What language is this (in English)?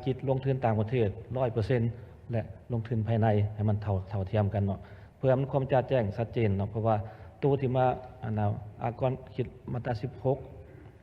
Lao